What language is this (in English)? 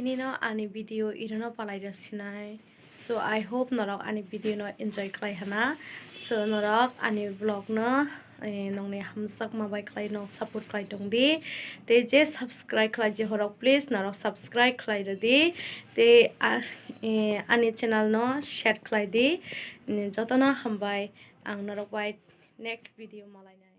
Kok Borok